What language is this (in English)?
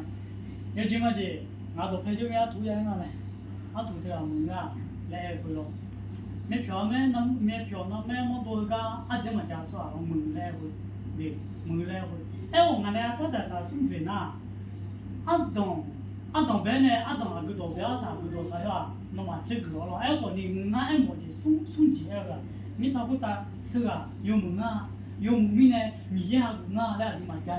Akha